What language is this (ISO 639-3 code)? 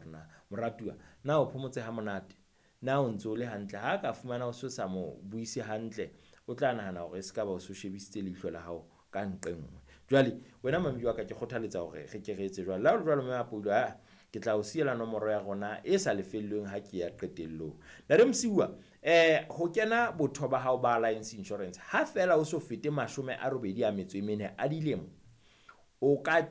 sot